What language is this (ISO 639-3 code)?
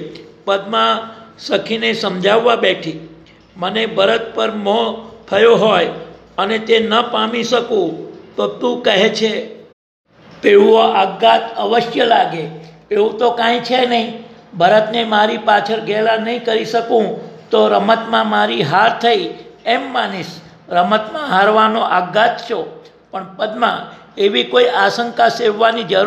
guj